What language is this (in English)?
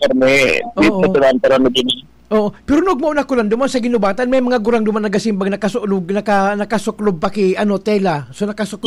Bikol